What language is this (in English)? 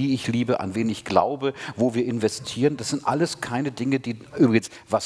German